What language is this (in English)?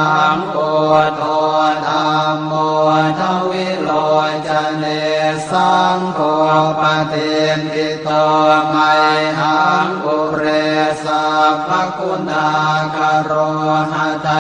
Pali